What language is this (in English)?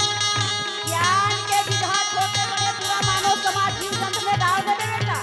Chhattisgarhi